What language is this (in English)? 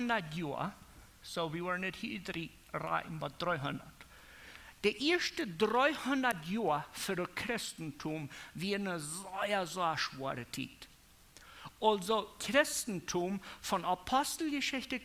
Plautdietsch